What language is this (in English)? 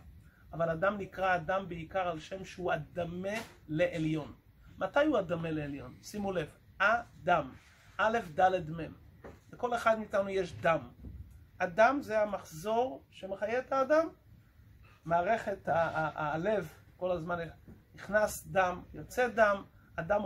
Hebrew